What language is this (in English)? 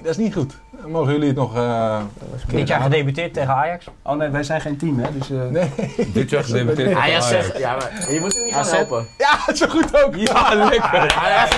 Dutch